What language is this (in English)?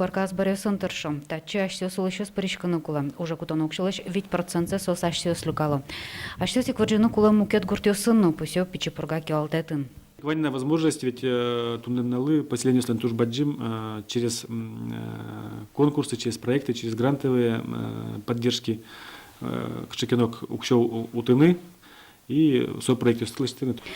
Udmurt